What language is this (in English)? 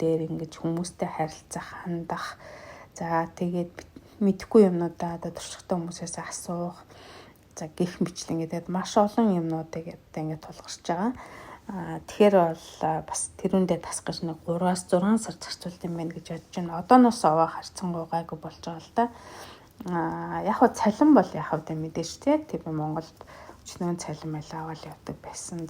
Mongolian